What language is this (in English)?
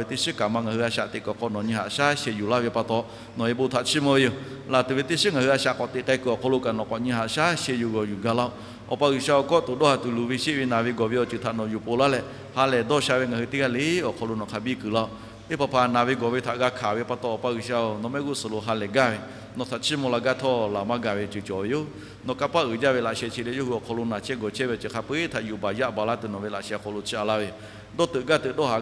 Lahu